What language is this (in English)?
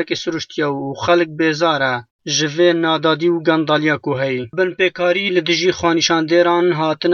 Kurdish